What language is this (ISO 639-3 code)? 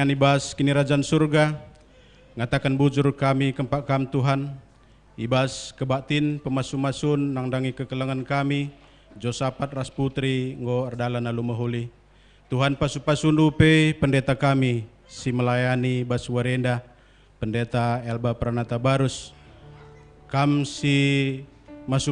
btx